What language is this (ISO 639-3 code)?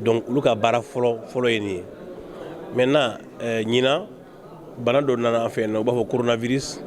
bam